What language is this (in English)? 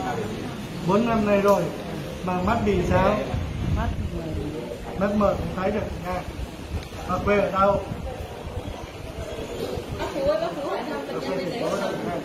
Vietnamese